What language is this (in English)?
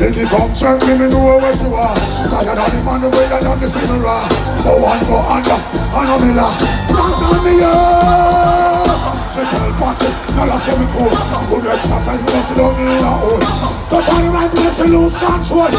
Jamaican Creole English